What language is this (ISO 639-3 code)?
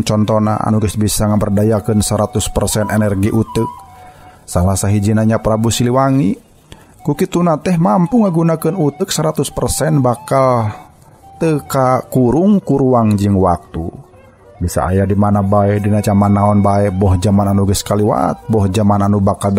sun